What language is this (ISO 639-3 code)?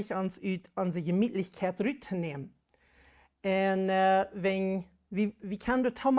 pdt